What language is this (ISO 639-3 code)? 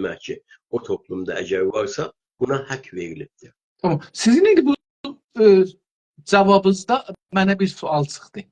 azb